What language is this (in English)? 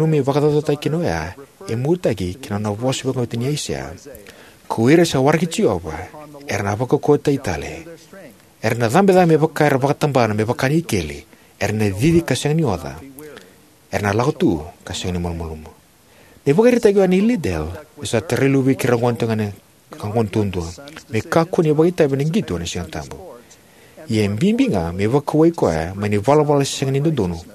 Fijian